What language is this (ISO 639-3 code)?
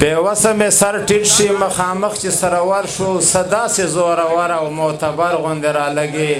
pus